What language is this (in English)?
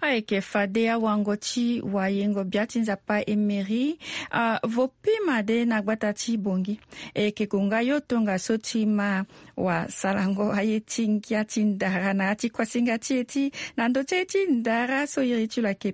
Sango